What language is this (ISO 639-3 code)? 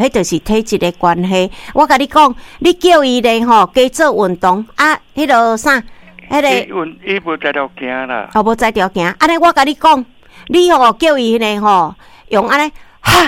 nan